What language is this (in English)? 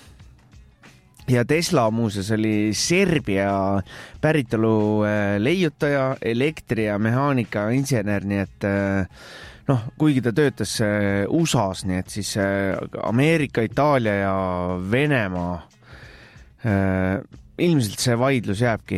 Estonian